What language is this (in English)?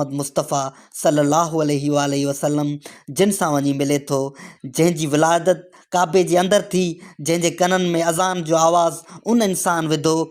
Sindhi